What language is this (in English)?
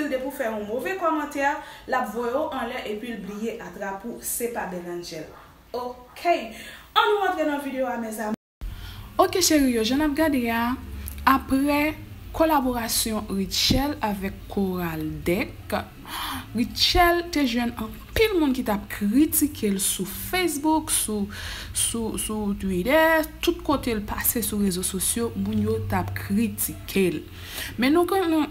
Haitian Creole